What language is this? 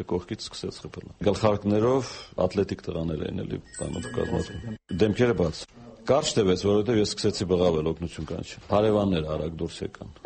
Armenian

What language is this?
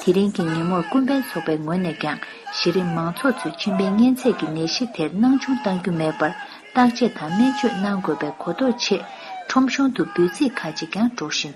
Tibetan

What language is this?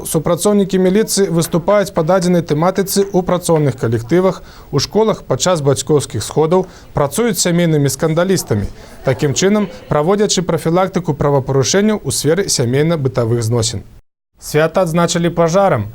Belarusian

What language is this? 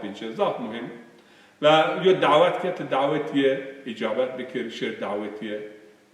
Zaza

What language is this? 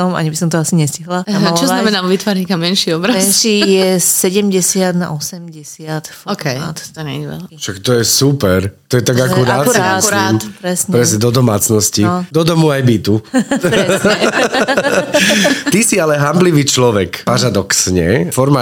Slovak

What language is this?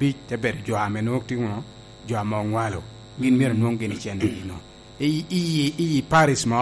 Lango (Uganda)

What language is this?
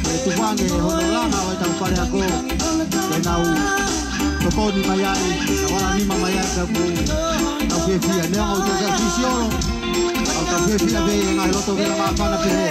Tongan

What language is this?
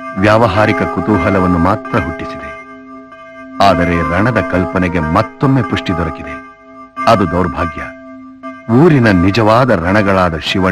Kannada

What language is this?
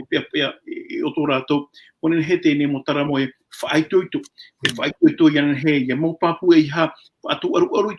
Tahitian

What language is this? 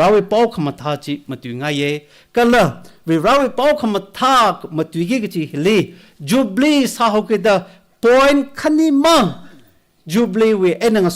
Tangkhul Naga (India)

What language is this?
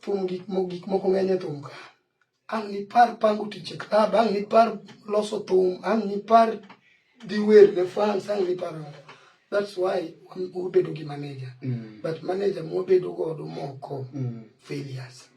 Luo (Kenya and Tanzania)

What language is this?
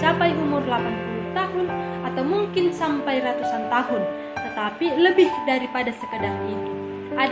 Batak Simalungun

